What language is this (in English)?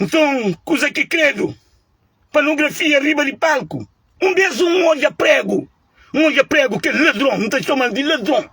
Kabuverdianu